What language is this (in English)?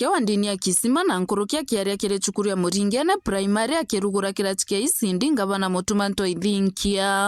Meru